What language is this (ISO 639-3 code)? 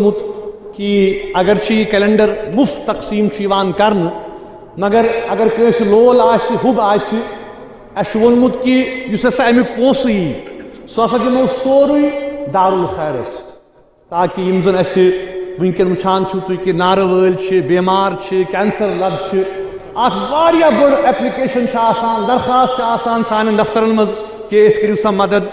kas